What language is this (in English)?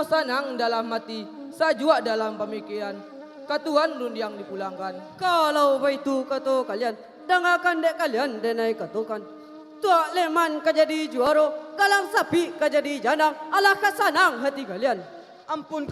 Minangkabau